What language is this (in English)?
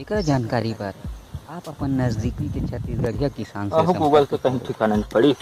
Chhattisgarhi